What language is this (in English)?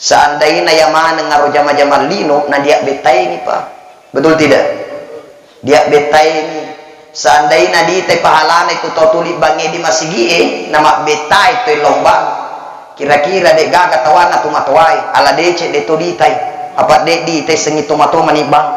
Buginese